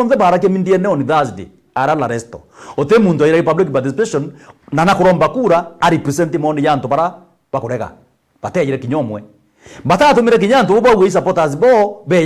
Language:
Meru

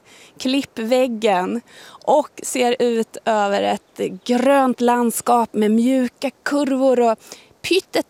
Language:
Swedish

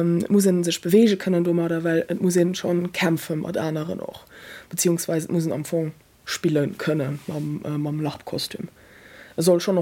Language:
Luxembourgish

